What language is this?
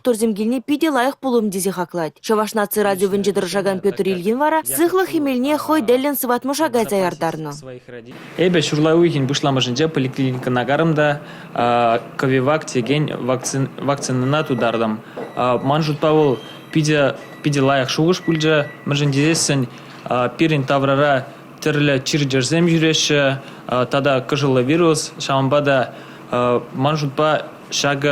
Chuvash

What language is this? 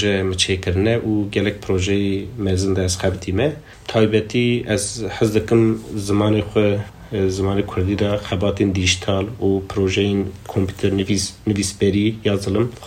Kurdish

